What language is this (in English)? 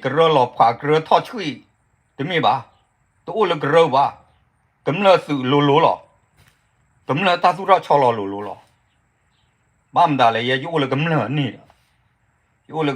S'gaw Karen